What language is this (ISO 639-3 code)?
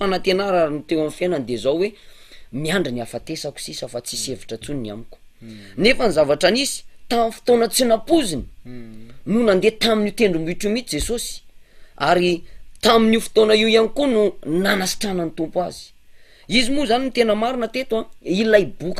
mlg